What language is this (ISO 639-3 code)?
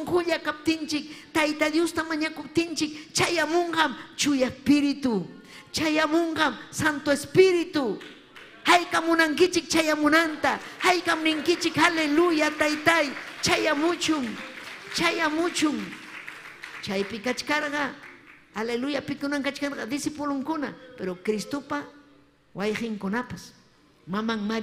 quy